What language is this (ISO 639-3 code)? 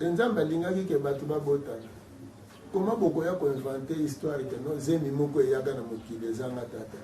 lin